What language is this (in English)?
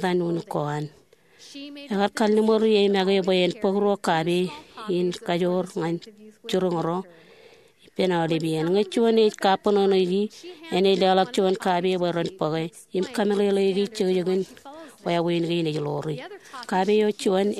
Marshallese